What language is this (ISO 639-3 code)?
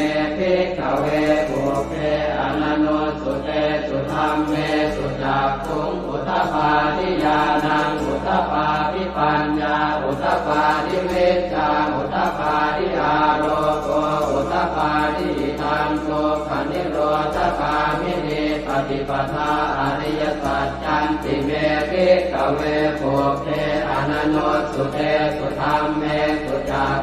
pli